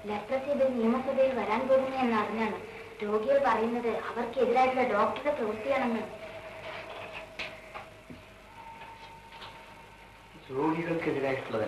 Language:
Malayalam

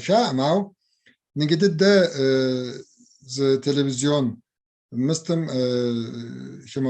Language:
Kabardian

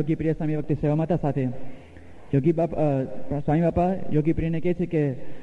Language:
Gujarati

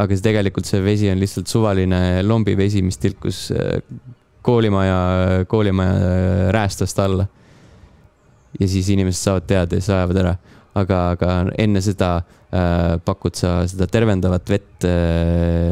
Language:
Estonian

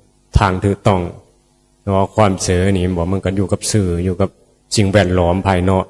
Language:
Northeastern Thai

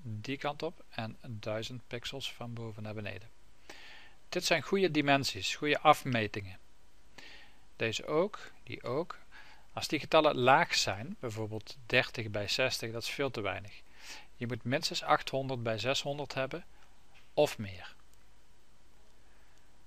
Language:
Dutch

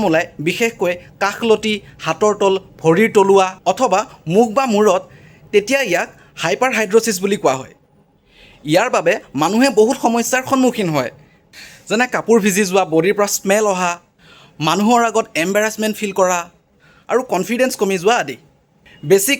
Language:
Assamese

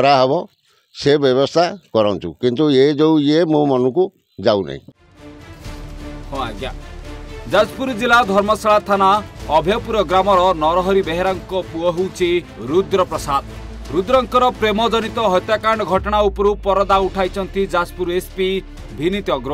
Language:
Odia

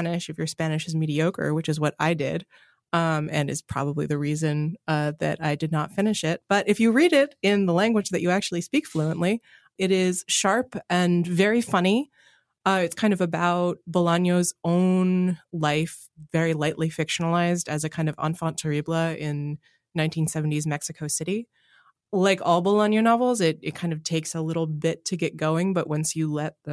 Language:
English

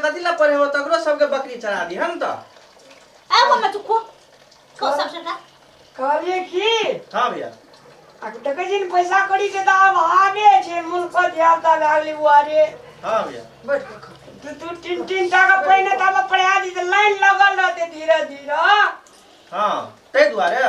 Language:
Maithili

